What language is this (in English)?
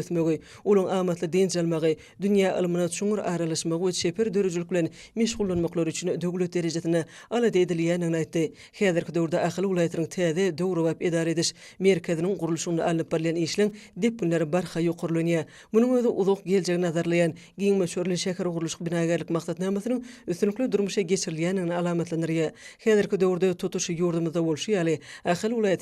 Turkmen